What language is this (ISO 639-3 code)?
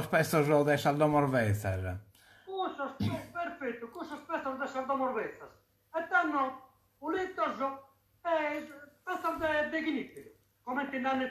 srd